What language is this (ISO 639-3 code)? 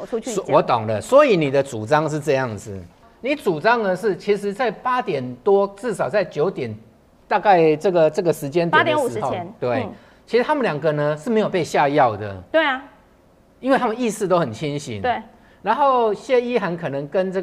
zho